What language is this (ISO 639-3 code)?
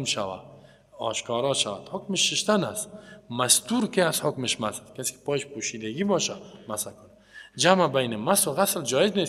fas